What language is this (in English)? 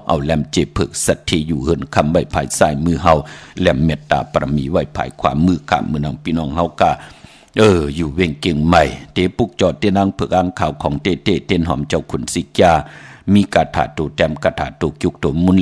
Shan